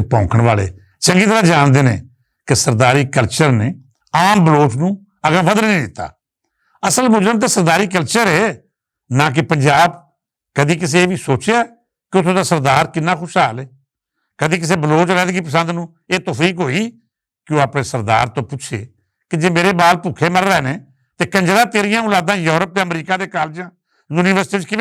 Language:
Western Panjabi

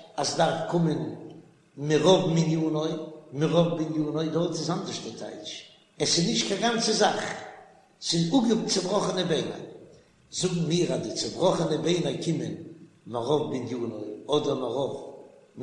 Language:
Yiddish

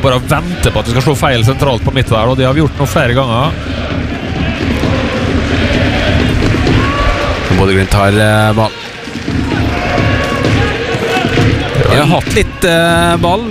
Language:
Norwegian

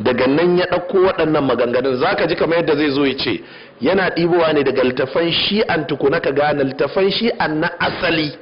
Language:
Hausa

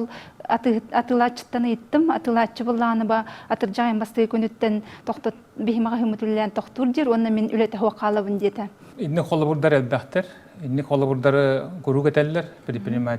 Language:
Yakut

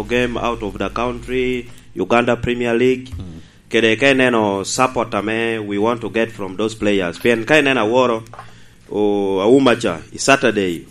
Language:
Lango (Uganda)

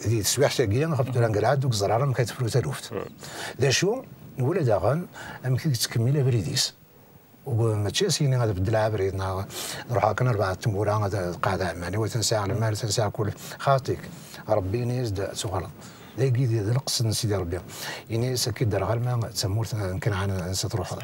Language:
Kabyle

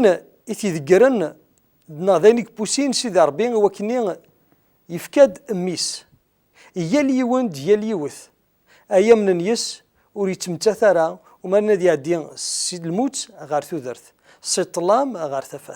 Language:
Kabyle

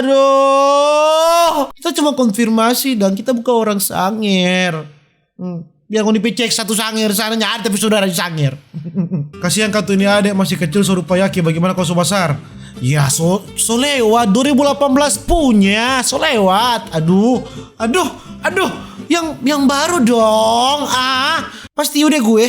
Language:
Manado Malay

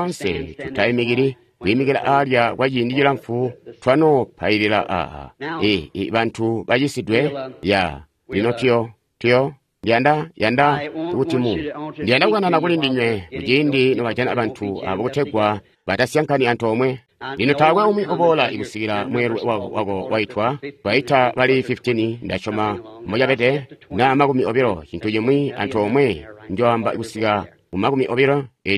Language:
Tonga (Zambia)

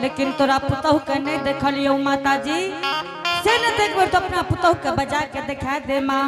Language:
Angika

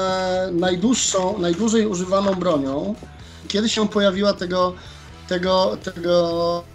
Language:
Polish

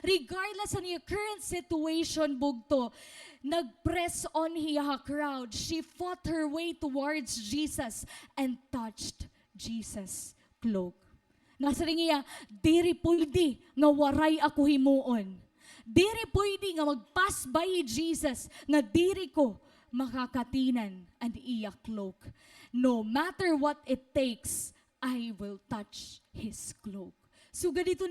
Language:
Waray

